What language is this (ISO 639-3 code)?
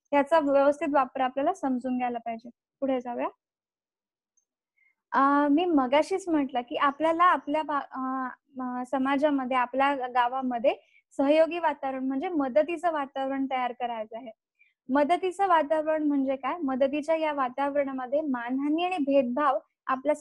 mar